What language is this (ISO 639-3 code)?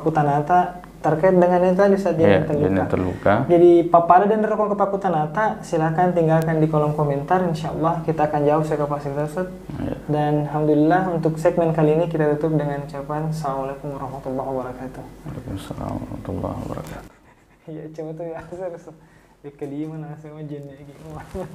bug